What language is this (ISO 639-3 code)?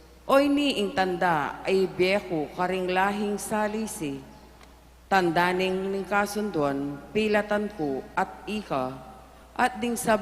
pam